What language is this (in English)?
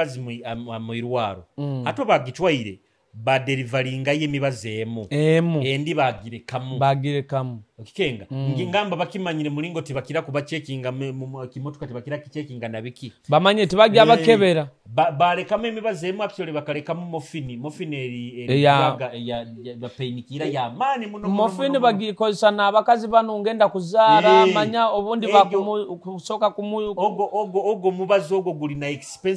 Nyoro